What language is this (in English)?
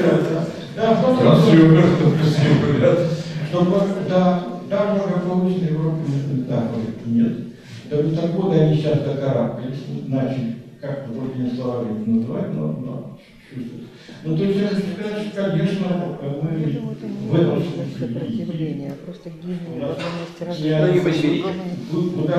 Russian